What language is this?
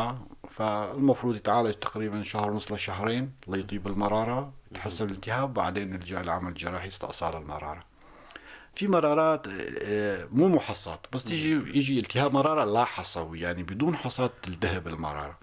North Levantine Arabic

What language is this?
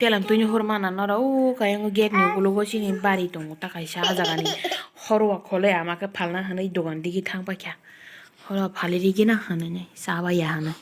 Kok Borok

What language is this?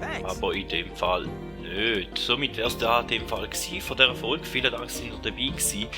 Swiss German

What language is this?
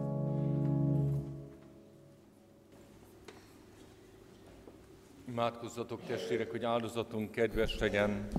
Hungarian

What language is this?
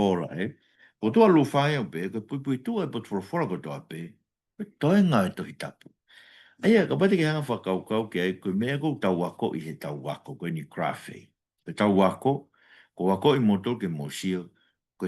Tongan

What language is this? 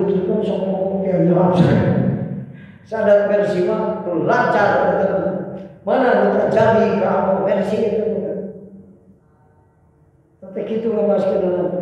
Sundanese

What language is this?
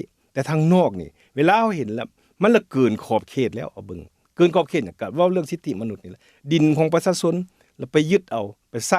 Lao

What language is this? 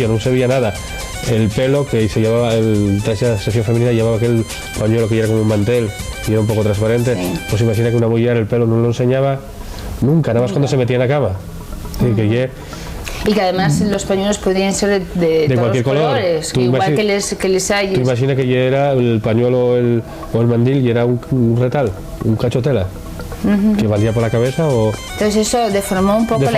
Asturian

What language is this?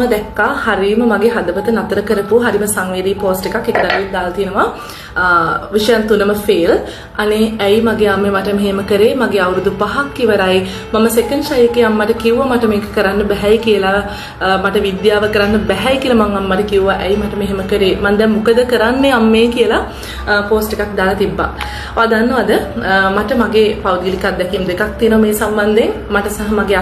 Sinhala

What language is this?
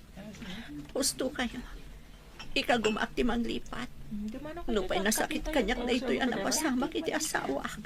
Iloko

